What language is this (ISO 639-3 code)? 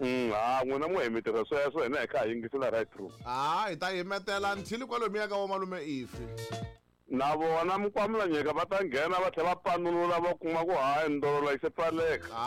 tso